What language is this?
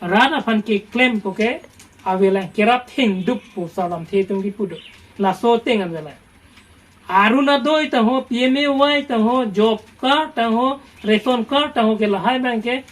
Karbi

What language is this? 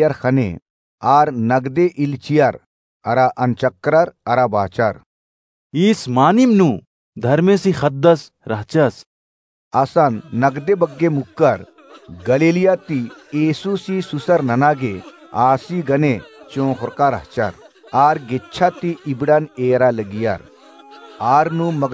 Kurukh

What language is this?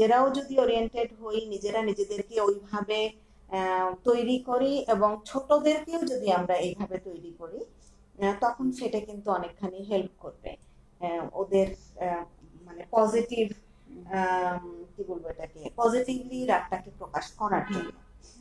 Bangla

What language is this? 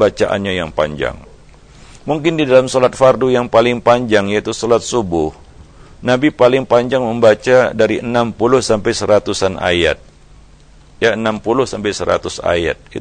Indonesian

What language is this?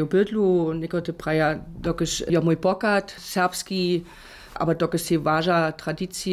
Upper Sorbian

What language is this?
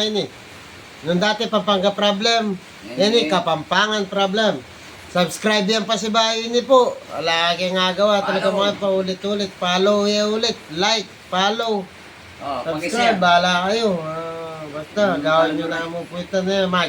Pampanga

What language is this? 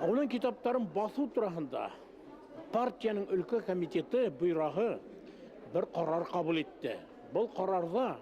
Bashkir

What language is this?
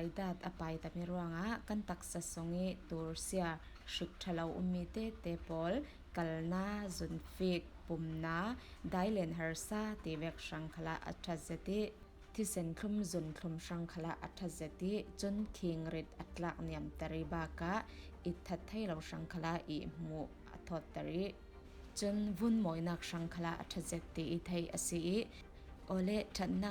Falam Chin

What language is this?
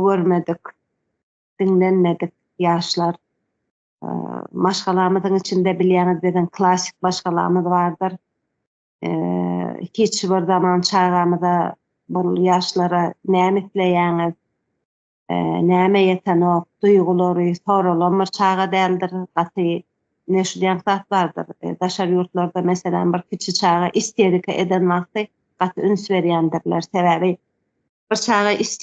Turkmen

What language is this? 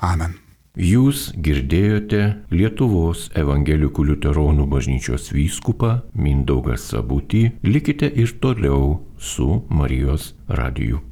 Lithuanian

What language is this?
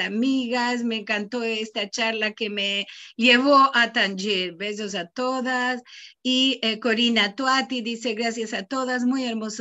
Ladino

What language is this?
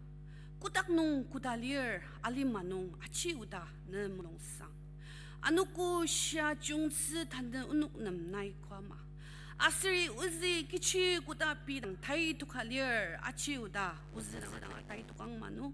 Ao Naga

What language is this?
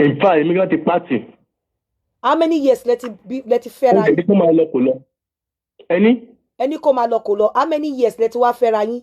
Yoruba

